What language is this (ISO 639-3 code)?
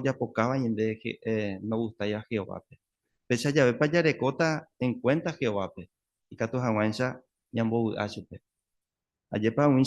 grn